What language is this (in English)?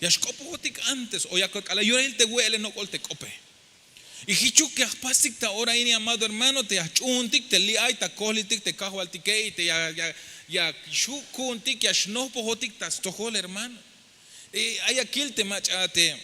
Tzeltal